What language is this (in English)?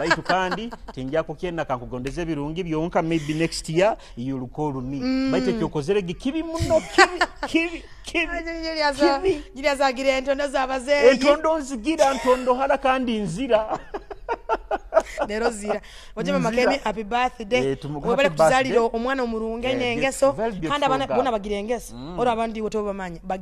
Nyoro